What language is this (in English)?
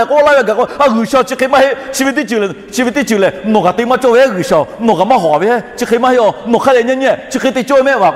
Lahu